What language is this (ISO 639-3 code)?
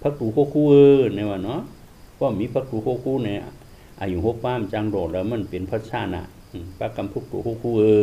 shn